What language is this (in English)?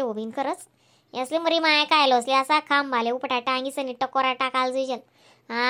Khandesi